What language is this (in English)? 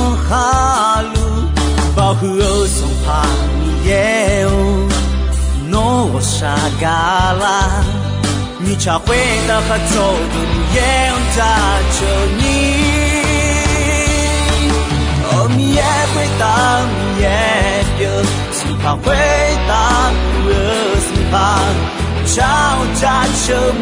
Akha